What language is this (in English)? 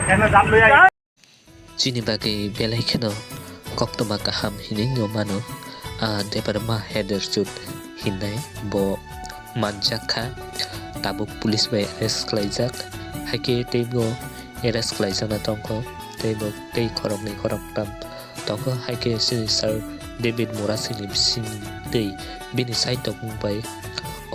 Kok Borok